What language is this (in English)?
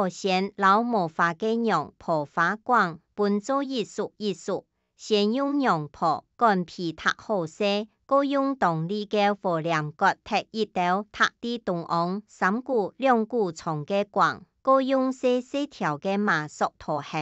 Hakka Chinese